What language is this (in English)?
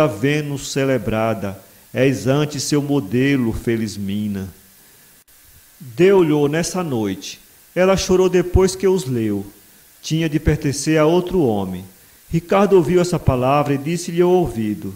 Portuguese